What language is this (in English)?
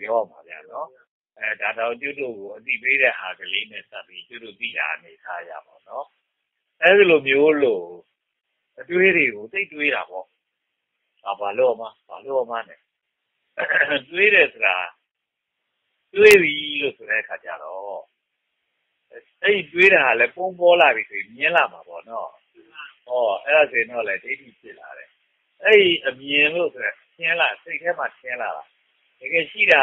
Burmese